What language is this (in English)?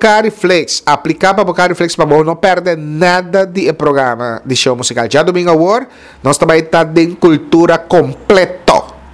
Papiamento